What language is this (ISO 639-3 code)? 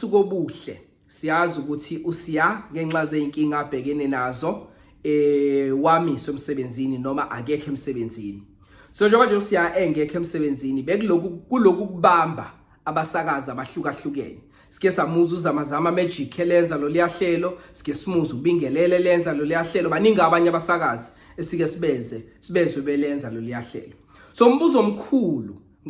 zul